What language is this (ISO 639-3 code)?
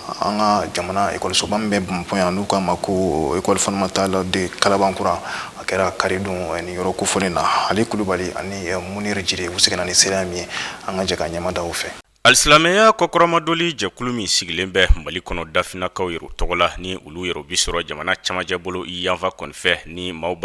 bam